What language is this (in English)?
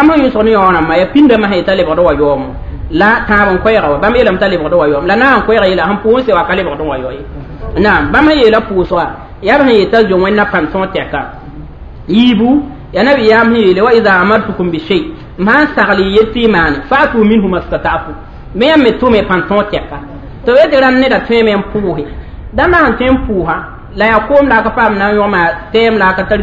Mossi